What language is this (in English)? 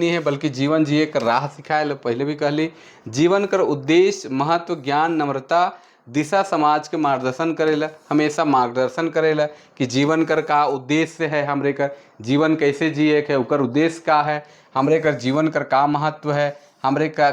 Sadri